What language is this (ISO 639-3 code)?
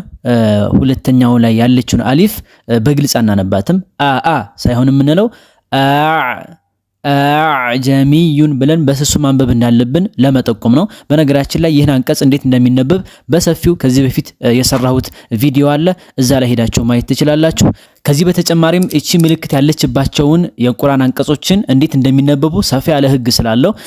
amh